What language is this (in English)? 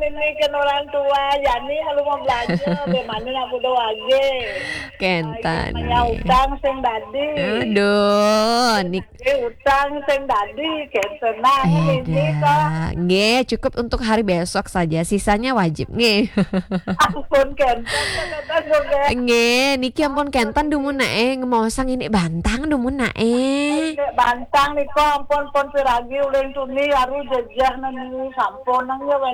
Balinese